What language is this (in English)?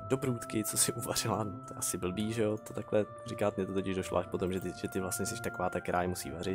Czech